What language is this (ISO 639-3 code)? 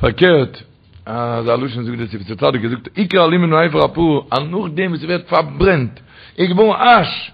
yid